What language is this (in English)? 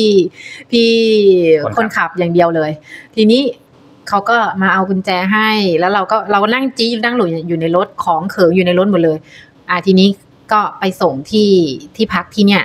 Thai